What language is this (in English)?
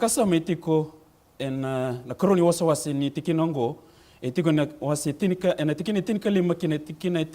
Fijian